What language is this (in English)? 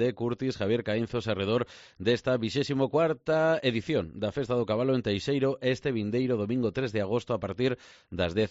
Galician